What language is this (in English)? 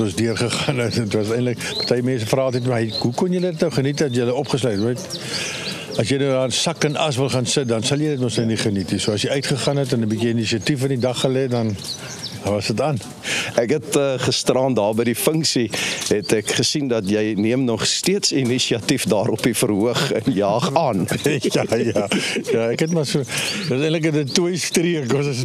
Afrikaans